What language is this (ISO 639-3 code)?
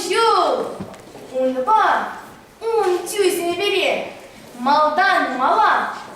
chv